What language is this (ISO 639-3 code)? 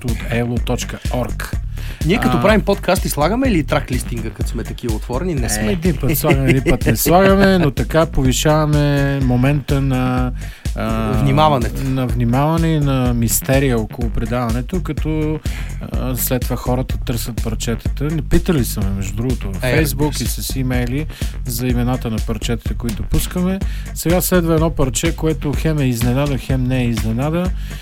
bul